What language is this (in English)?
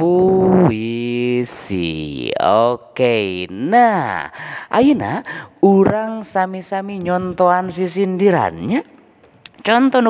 Sundanese